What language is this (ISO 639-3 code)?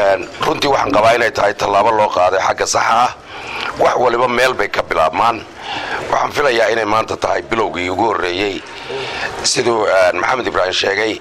som